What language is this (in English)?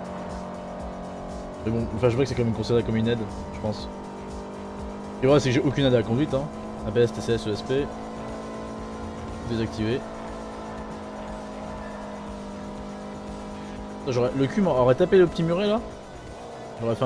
French